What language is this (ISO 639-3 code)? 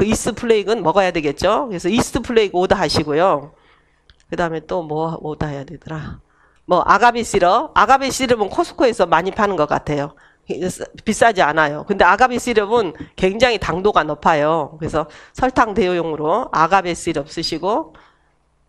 kor